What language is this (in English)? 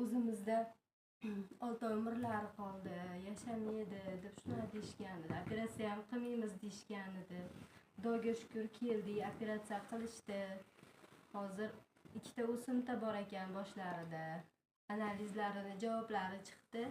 Uzbek